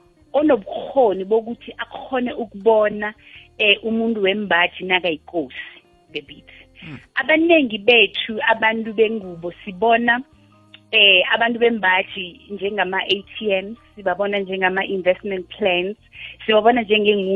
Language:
South Ndebele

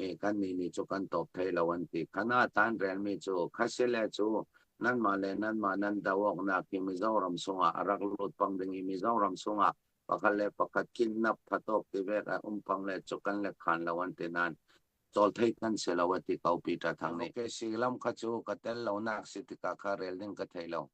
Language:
Falam Chin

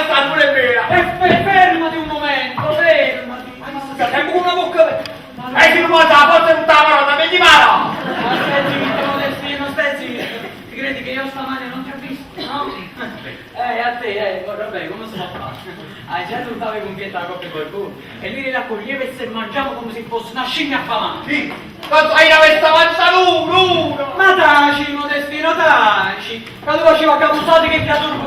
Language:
Neapolitan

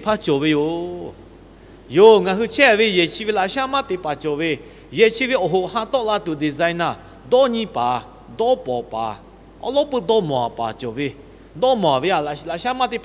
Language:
Lahu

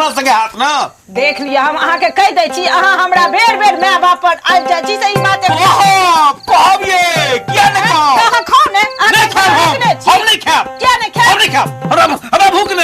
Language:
Maithili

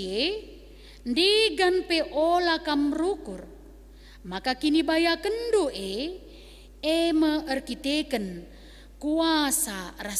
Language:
Batak Karo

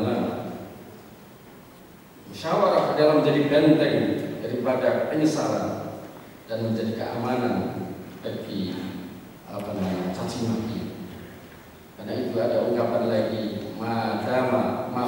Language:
Indonesian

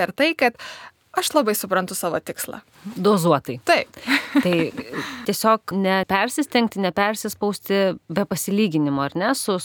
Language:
Lithuanian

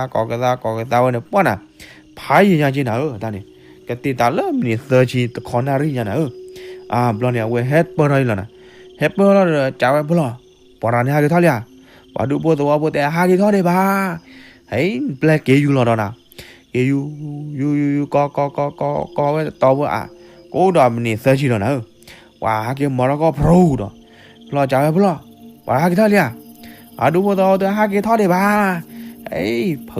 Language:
S'gaw Karen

